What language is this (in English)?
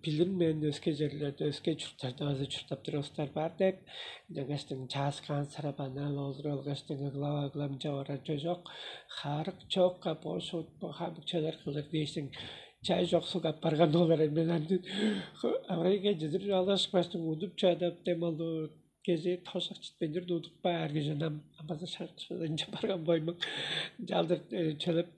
Tuvinian